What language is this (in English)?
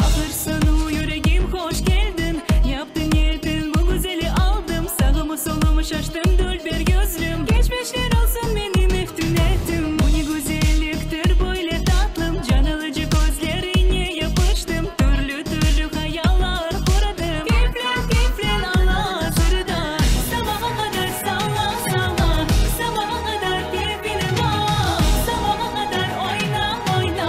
Crimean Tatar